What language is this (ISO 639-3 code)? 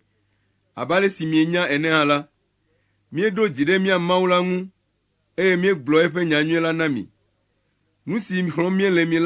ewe